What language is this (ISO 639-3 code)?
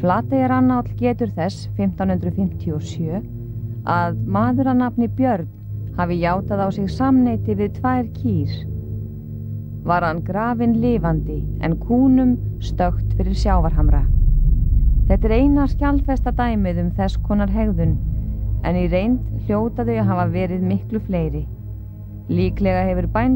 isl